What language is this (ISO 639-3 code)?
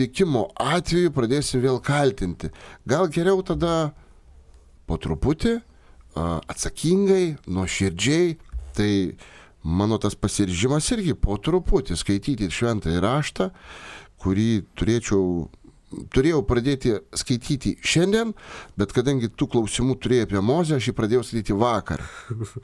lit